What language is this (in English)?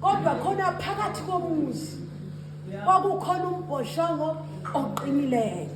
Zulu